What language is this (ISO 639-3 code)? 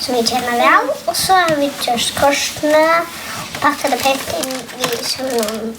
fao